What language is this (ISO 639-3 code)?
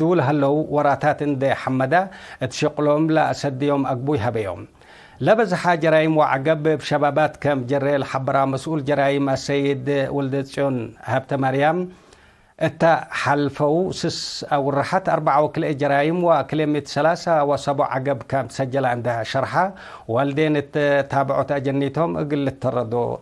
tig